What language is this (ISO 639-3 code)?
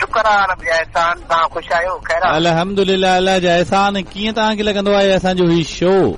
snd